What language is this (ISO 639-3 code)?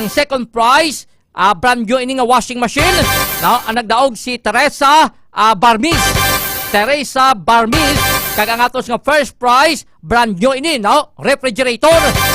hil